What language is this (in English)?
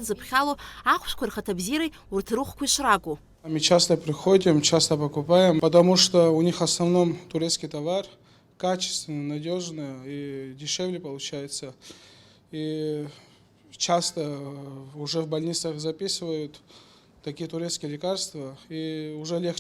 Abkhazian